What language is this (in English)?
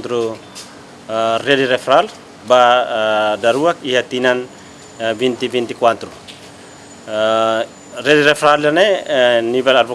Tetum